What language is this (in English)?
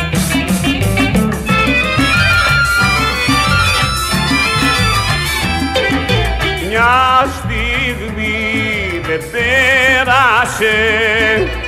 Greek